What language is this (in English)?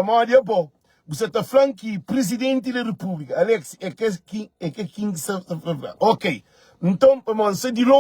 Kabuverdianu